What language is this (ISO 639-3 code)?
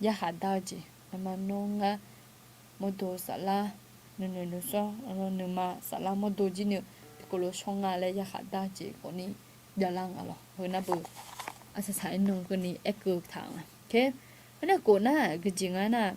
ahk